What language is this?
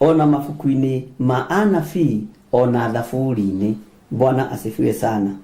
Kikuyu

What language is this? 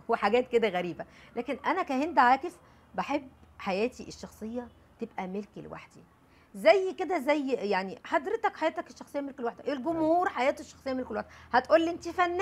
Egyptian Arabic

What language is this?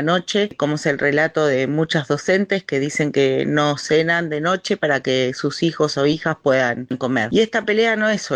Spanish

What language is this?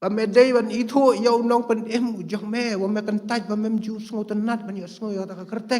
Khasi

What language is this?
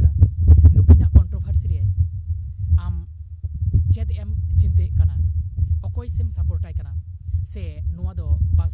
Santali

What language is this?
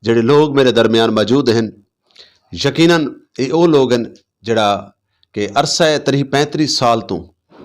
Saraiki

